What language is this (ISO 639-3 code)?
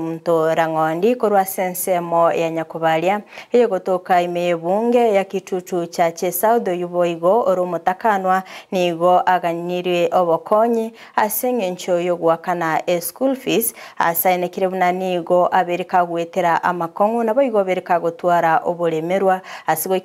guz